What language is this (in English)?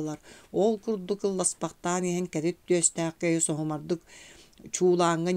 Yakut